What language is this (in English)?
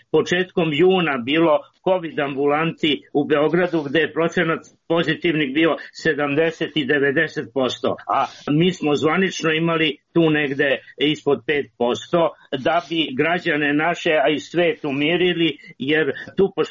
Serbian